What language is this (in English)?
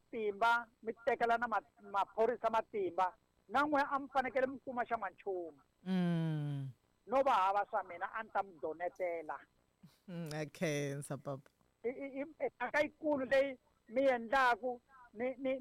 Tsonga